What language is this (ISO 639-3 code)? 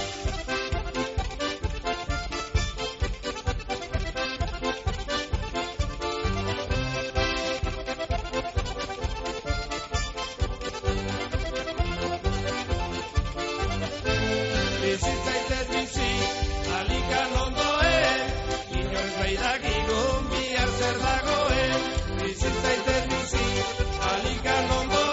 eus